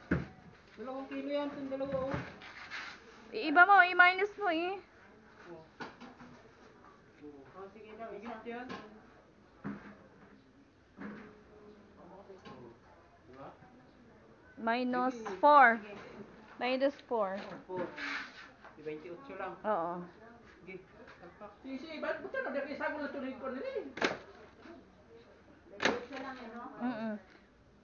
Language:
Filipino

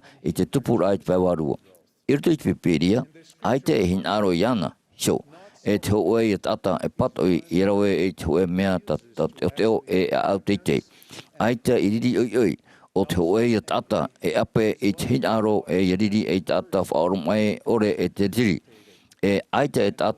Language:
Tahitian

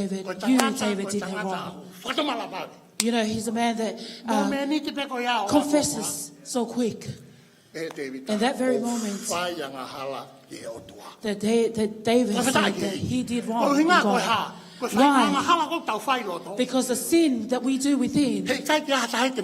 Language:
Tongan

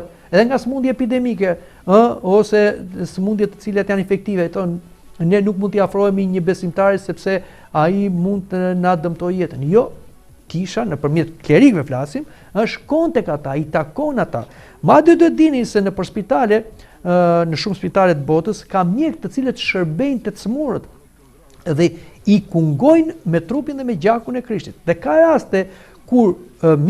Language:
Albanian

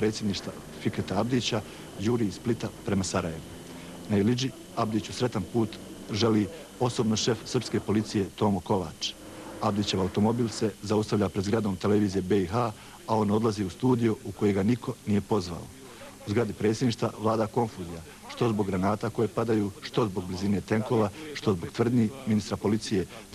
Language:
Bosnian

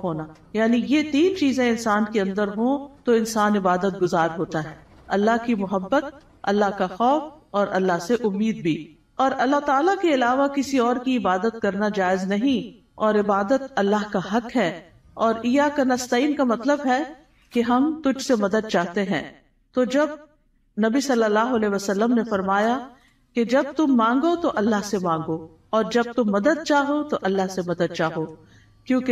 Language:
Urdu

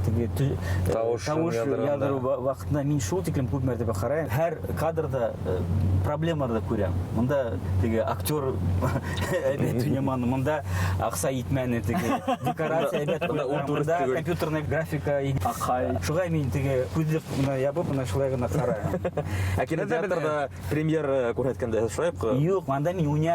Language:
Bashkir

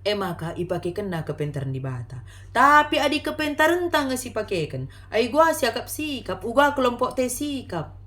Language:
Batak Karo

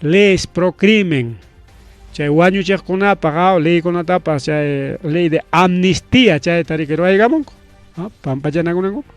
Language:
Ayacucho Quechua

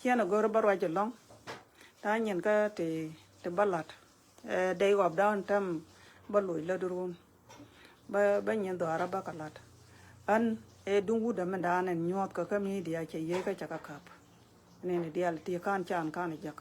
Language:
Nuer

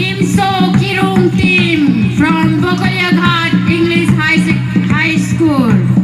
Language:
Karbi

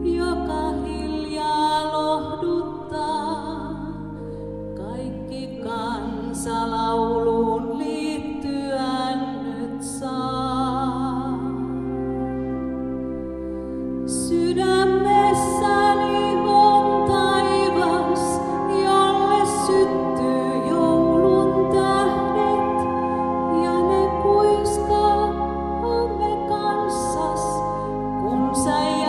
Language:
Finnish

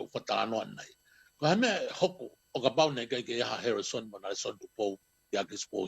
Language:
Tongan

